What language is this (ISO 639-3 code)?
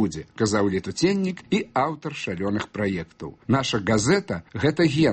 bel